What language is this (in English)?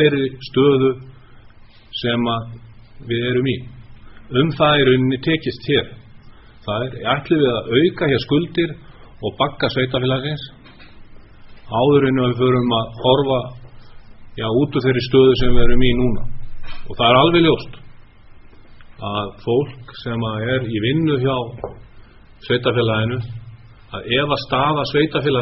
Icelandic